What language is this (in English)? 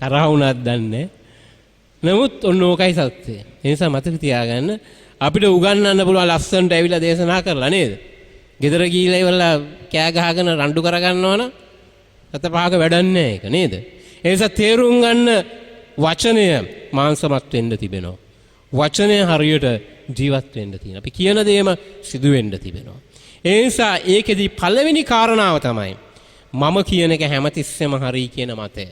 Sinhala